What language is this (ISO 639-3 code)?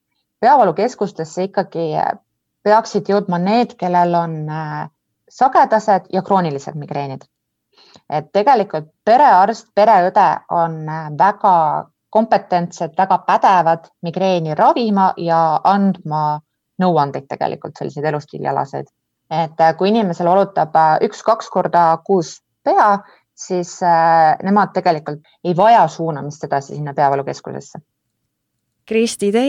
est